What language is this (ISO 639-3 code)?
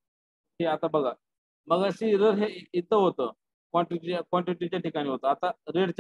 mar